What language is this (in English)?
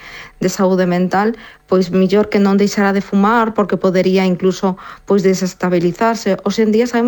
Galician